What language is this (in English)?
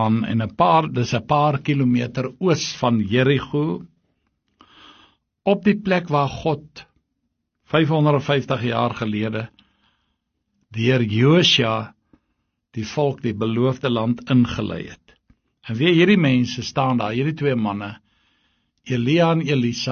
Afrikaans